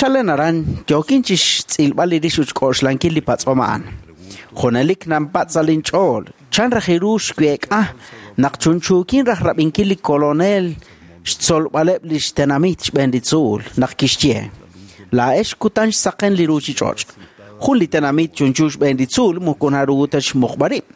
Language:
Kekchí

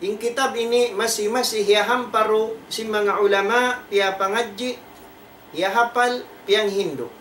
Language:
Tausug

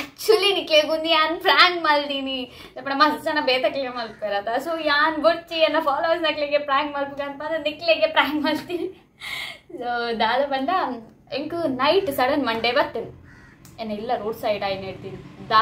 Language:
Tulu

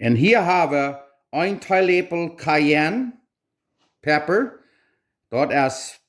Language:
Plautdietsch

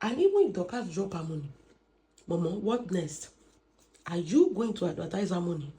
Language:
Yoruba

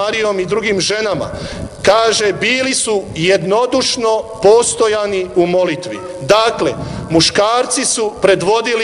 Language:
Croatian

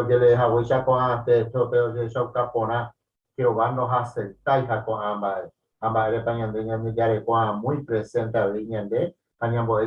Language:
Guarani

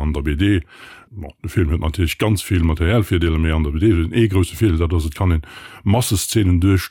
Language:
Luxembourgish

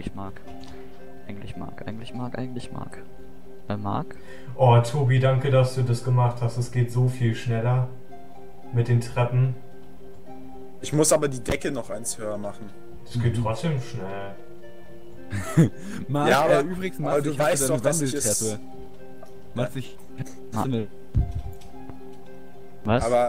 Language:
German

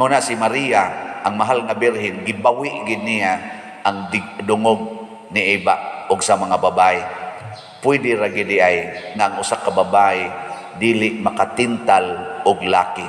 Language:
Cebuano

